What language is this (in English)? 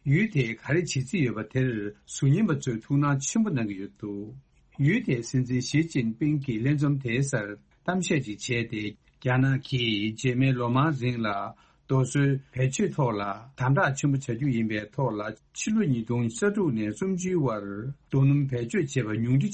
Tibetan